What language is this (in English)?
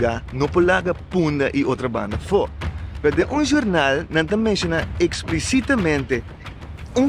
Papiamento